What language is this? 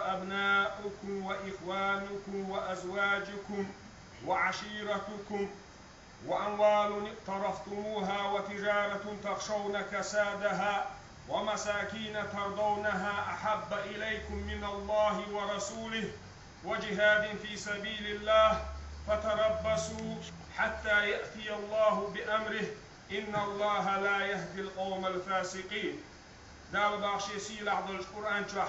Chechen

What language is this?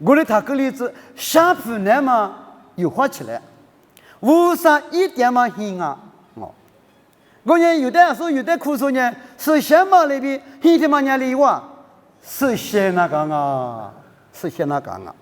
Lisu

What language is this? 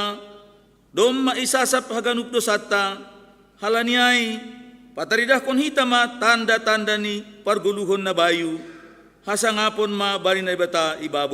Batak Simalungun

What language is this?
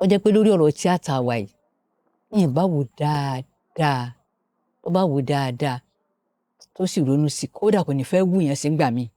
Yoruba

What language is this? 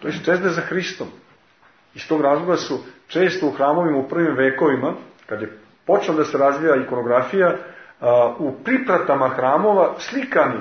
Serbian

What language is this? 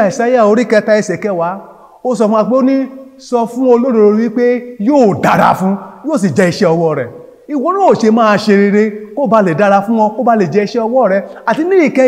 Yoruba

